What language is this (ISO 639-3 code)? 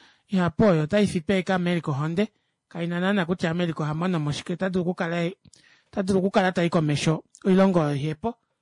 kua